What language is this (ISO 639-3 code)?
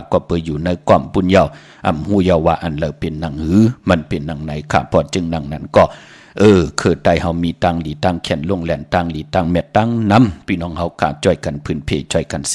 shn